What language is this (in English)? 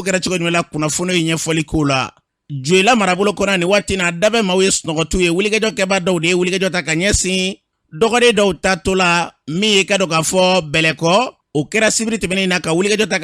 Bambara